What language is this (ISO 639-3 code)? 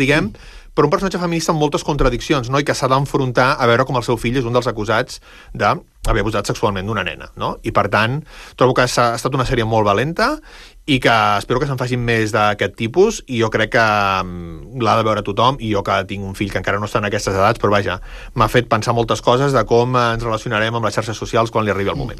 cat